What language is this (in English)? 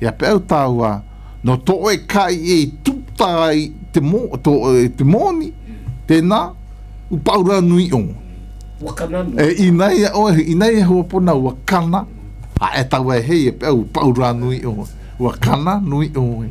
Malagasy